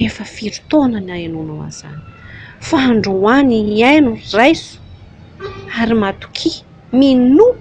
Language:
Malagasy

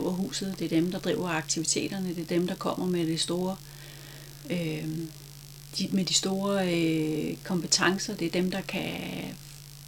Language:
Danish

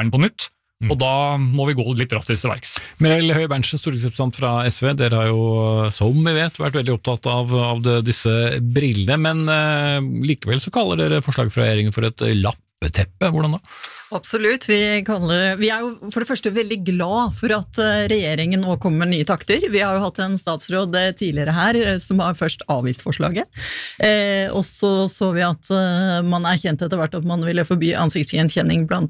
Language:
Norwegian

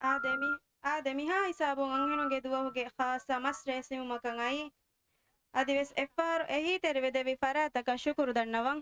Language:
Divehi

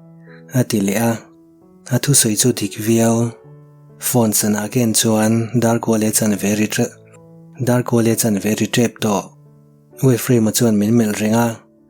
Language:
Mizo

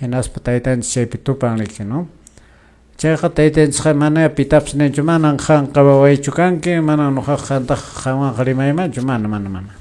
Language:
Quechua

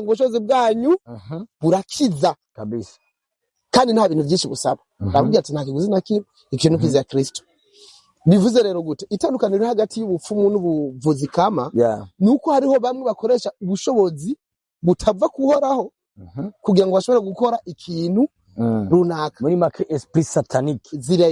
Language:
Rundi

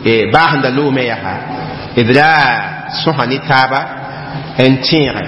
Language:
Mossi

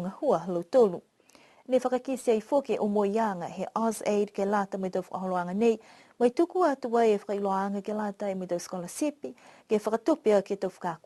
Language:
Niuean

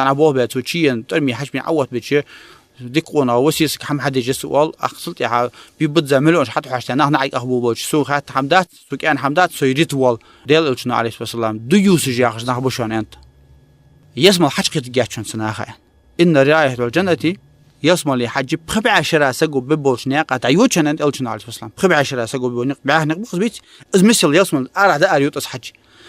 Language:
Ingush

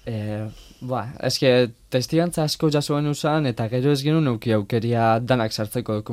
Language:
Basque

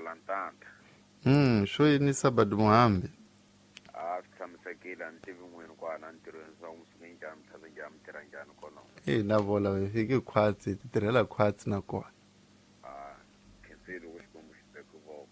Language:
Tsonga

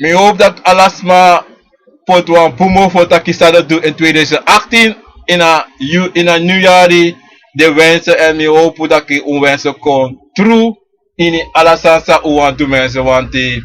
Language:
Sranan Tongo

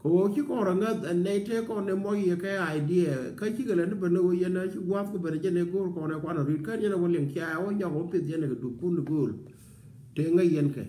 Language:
Nuer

